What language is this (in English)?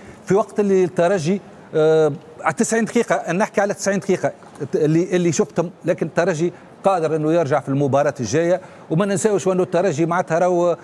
Tunisian Arabic